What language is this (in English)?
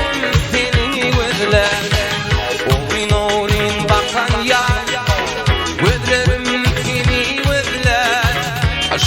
Turkmen